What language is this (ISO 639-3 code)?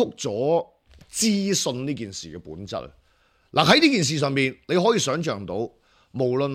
yue